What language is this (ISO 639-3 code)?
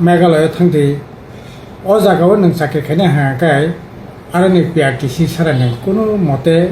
trp